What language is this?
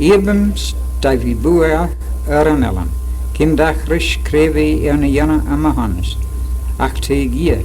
Manx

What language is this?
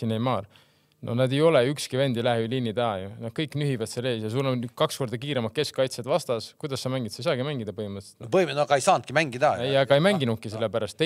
Estonian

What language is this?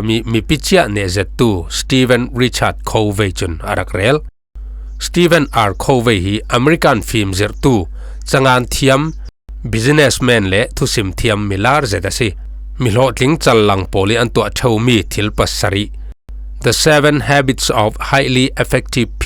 Falam Chin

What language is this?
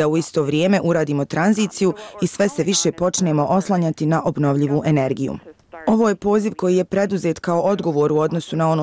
Bosnian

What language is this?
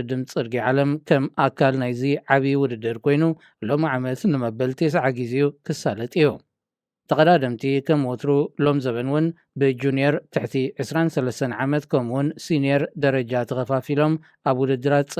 Tigrinya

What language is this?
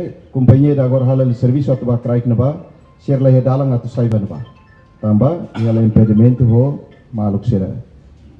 Tetum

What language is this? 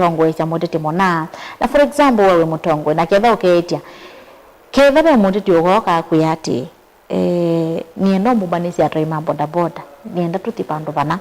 Kamba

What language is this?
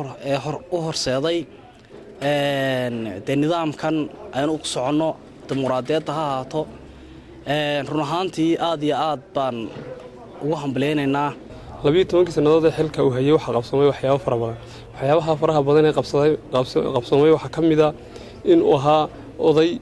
Somali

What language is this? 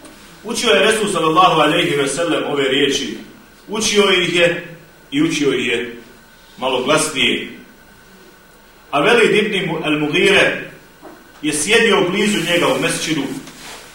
Bosnian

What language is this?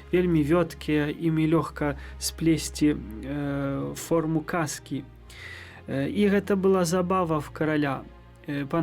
Belarusian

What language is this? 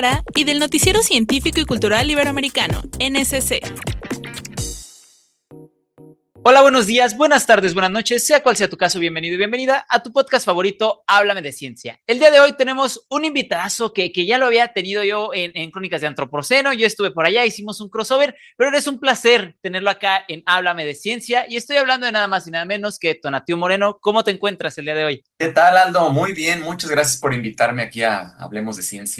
Spanish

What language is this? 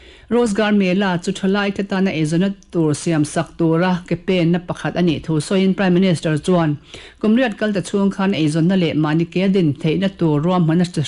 Mizo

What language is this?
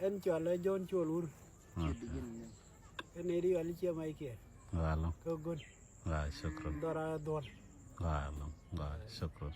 Nuer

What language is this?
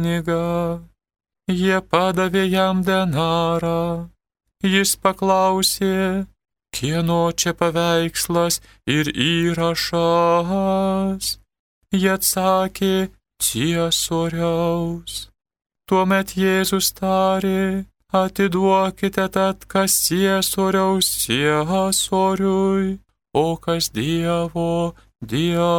Lithuanian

